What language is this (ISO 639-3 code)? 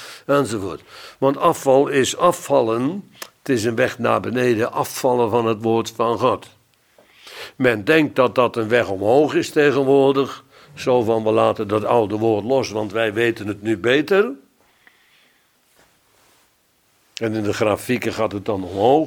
nld